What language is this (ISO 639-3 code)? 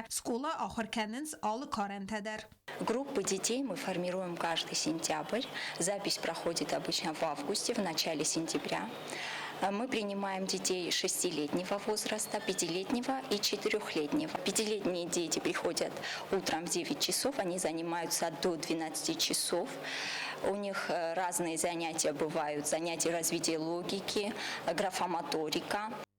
oss